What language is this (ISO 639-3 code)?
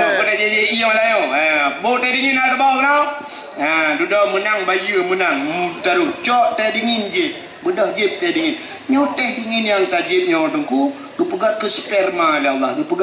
ace